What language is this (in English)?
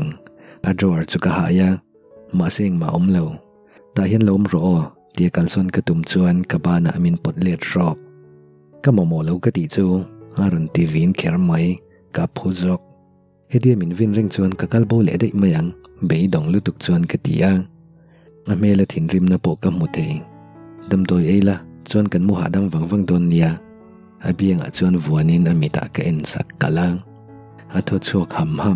Mizo